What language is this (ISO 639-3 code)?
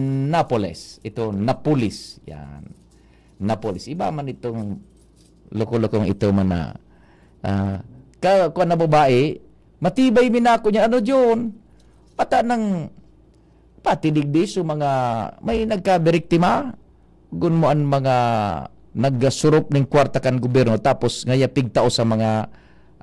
bik